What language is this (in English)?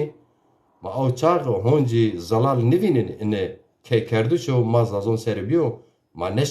Zaza